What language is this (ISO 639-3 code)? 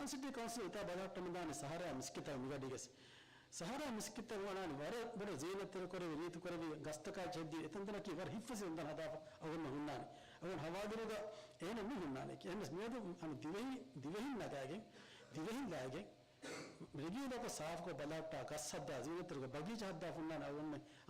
div